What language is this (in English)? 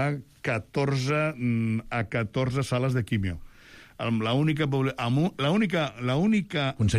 Catalan